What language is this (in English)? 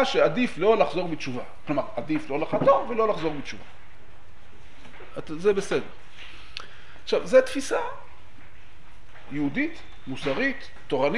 Hebrew